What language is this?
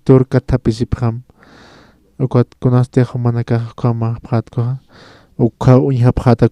Aymara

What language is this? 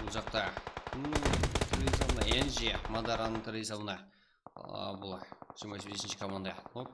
Kara-Kalpak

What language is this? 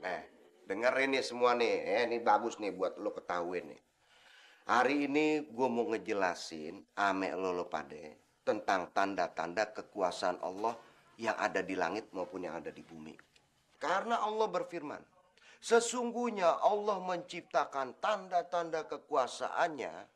Betawi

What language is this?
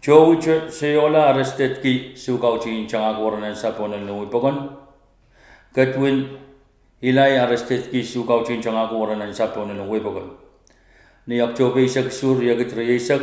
Pohnpeian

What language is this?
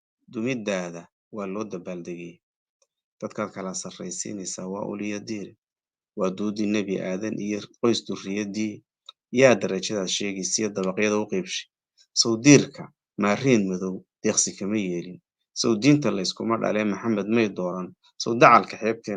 Somali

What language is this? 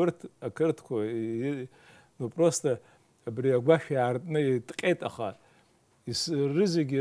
Abkhazian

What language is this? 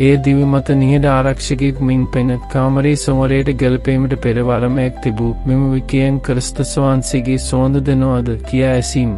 Sinhala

